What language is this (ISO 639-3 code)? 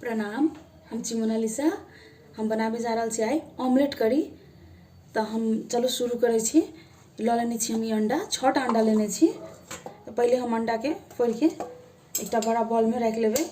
mai